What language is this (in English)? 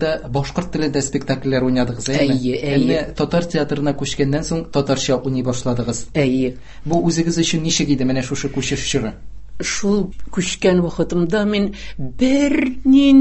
Tatar